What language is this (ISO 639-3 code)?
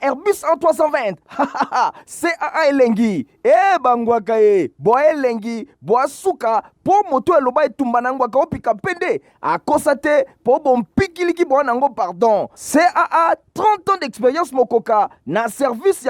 lin